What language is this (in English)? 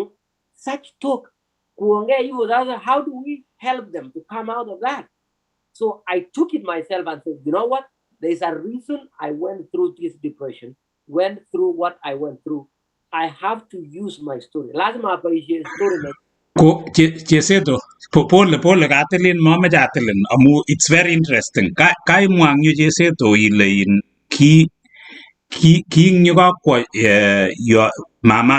Kalenjin